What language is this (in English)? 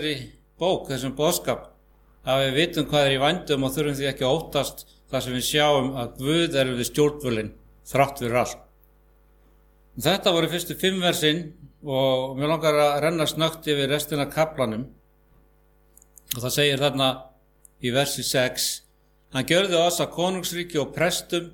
Icelandic